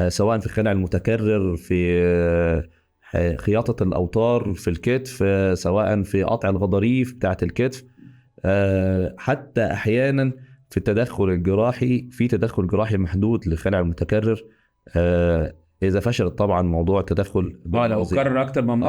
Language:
Egyptian Arabic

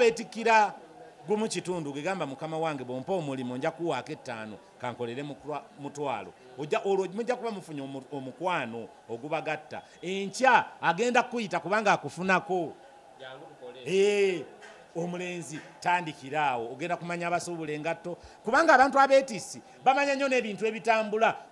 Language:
Ganda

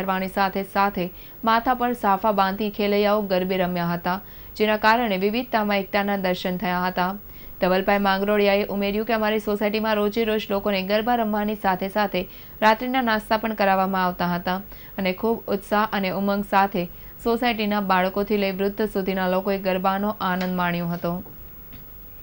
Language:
Gujarati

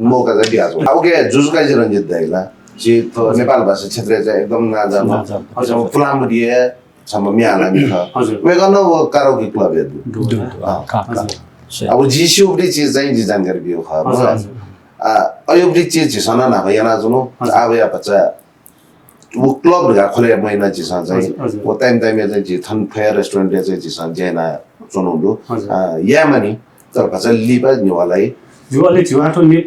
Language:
Newari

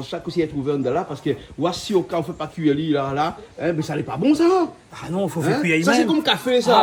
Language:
Réunion Creole French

